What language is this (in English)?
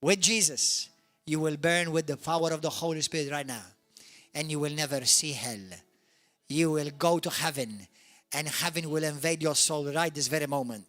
English